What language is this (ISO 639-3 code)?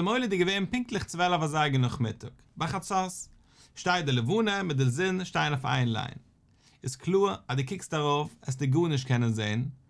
yid